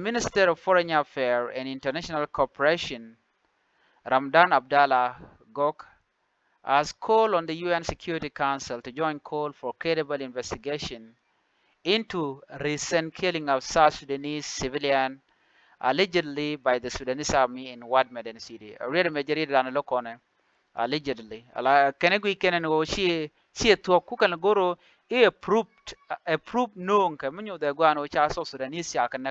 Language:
Nuer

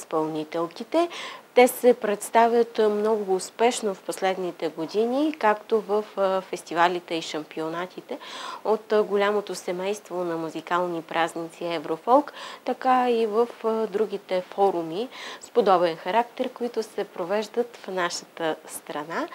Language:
Bulgarian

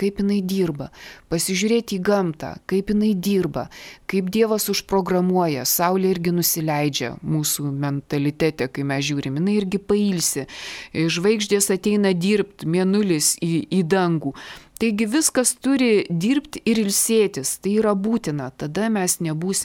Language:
Lithuanian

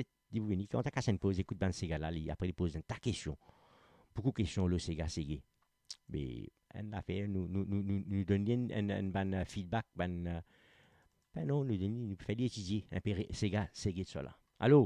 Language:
Morisyen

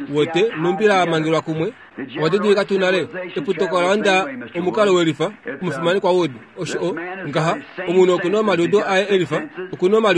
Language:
Kuanyama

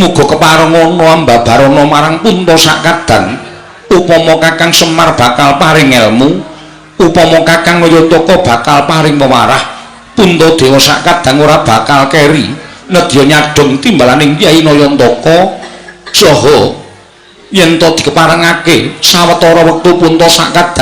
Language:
Javanese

